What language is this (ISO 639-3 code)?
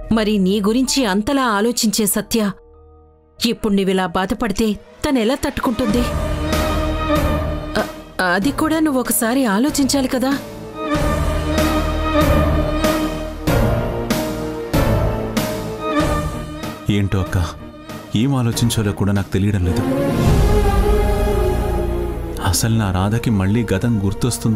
tel